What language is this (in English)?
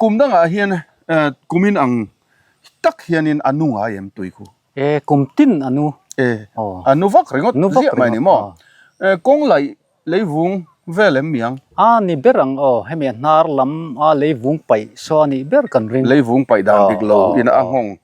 Mizo